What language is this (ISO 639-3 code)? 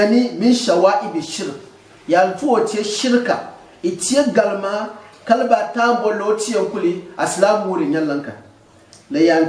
gux